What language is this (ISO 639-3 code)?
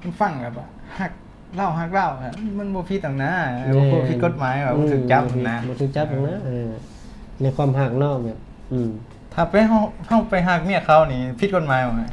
lao